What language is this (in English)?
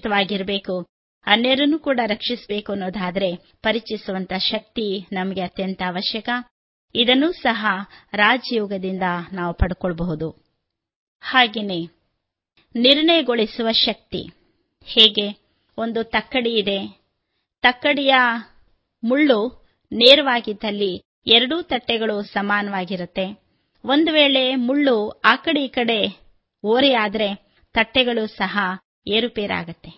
Kannada